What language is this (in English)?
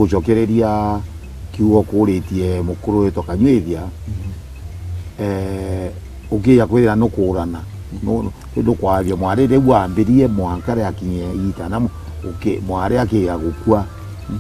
Meru